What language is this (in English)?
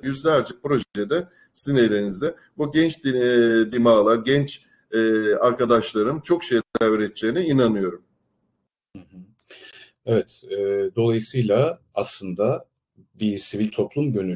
Turkish